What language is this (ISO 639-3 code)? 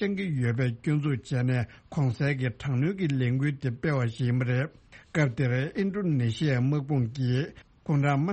bod